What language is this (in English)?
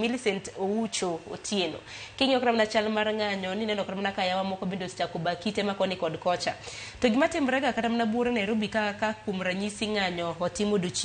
Luo (Kenya and Tanzania)